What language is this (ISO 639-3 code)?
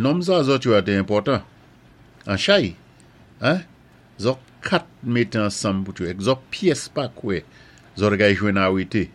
acf